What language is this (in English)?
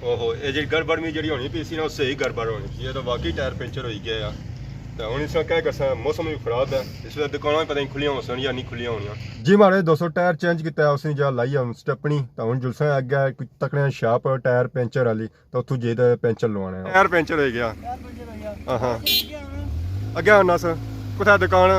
Pahari-Potwari